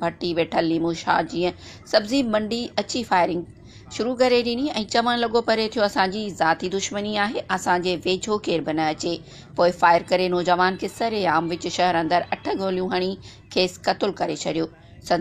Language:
Sindhi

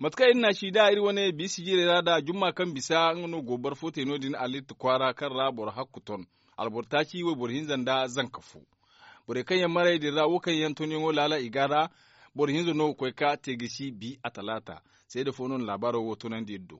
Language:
Zarma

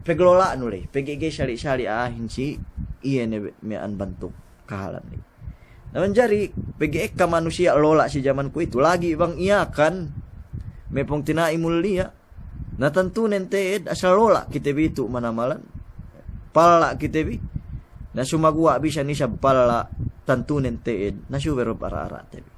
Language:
Yakan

